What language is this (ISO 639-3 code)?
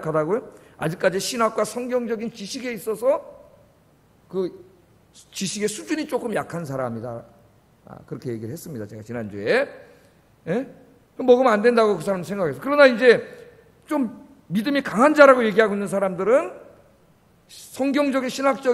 kor